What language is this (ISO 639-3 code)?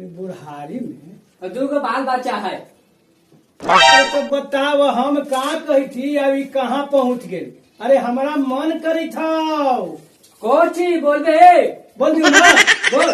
mag